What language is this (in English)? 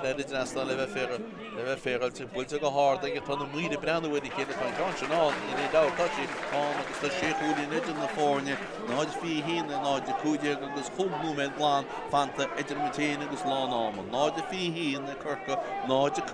Irish